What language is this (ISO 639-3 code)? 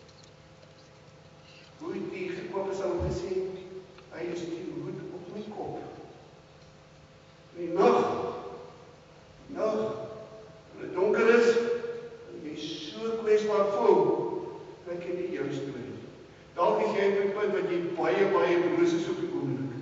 afr